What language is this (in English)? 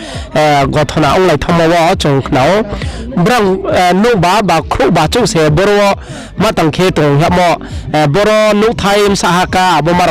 Riang (India)